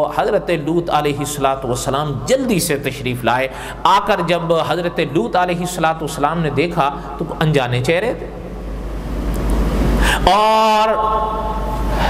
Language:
Urdu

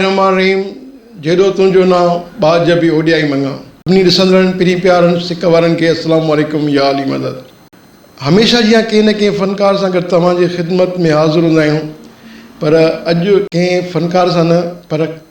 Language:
Sindhi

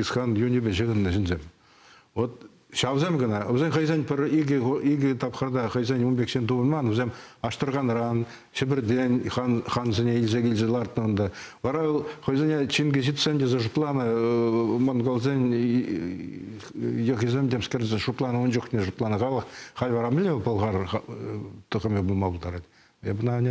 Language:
Chuvash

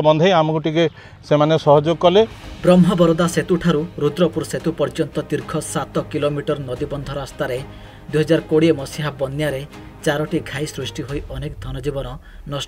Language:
Odia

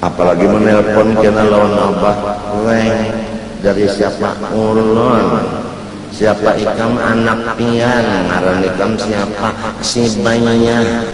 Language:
Banjar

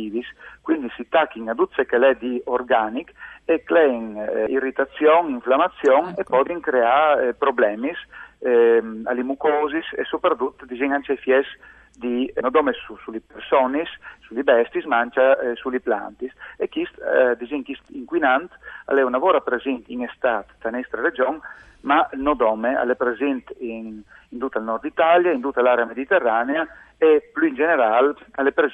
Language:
Friulian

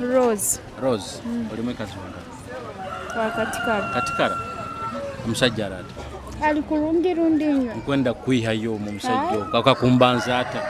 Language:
Nyoro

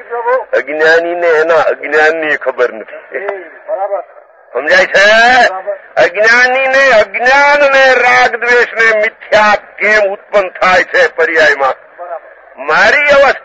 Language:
Gujarati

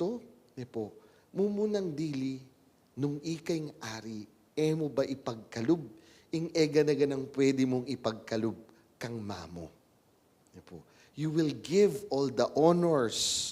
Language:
Pampanga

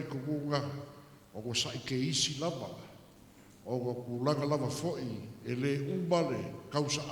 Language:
Samoan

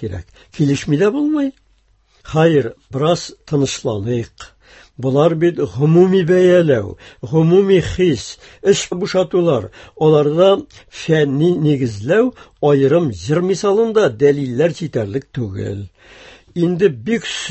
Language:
Tatar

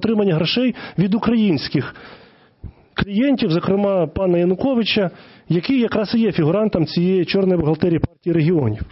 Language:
Ukrainian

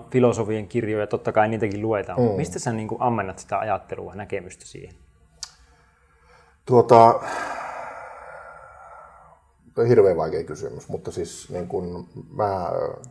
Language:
Finnish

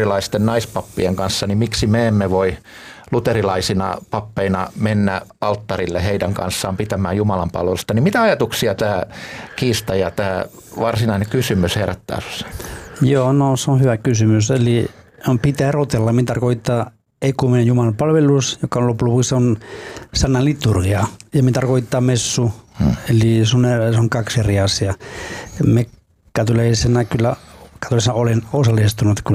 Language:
Finnish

